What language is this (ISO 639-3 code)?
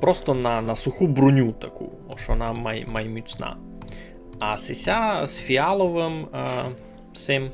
rue